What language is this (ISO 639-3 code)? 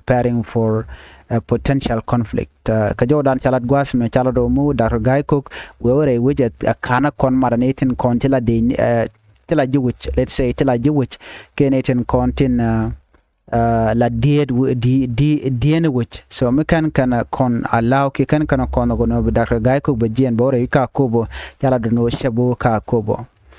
nus